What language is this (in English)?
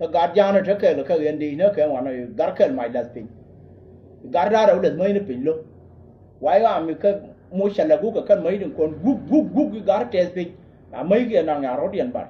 Nuer